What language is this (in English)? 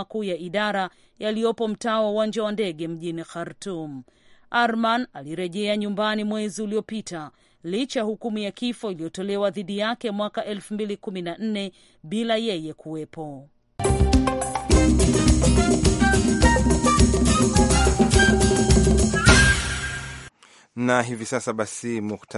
Swahili